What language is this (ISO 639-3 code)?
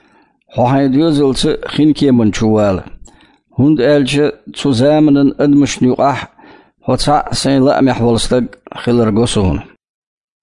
che